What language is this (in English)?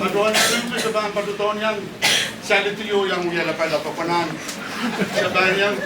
Pohnpeian